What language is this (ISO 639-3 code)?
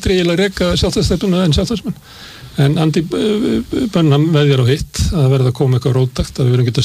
isl